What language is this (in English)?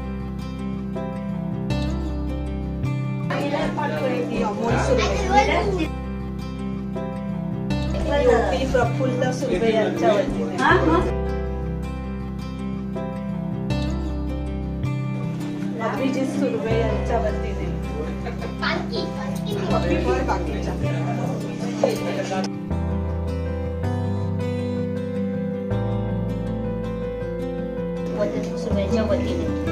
Marathi